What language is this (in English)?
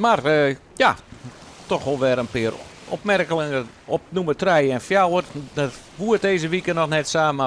Western Frisian